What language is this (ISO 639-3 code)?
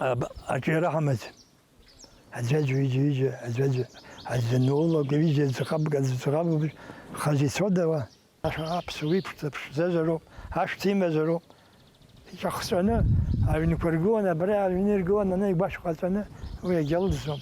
abk